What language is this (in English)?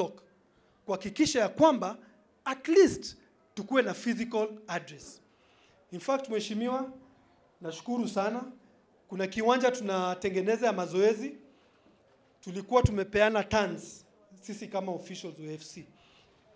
Swahili